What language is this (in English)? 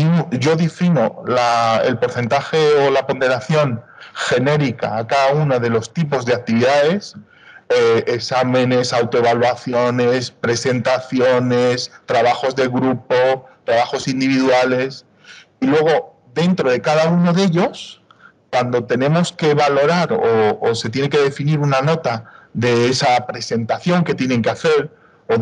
Spanish